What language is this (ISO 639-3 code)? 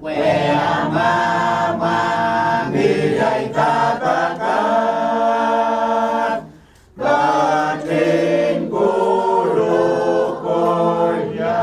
pon